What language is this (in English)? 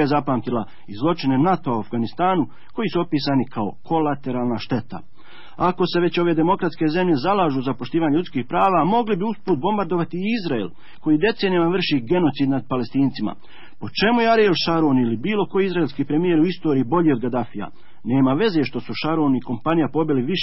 Bosnian